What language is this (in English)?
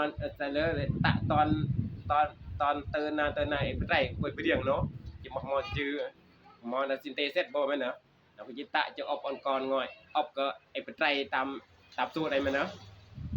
Northeastern Thai